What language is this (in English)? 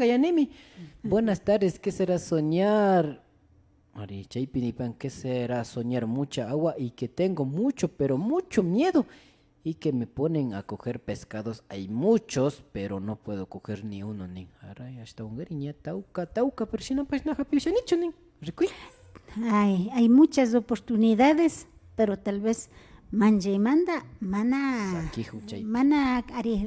Imbabura Highland Quichua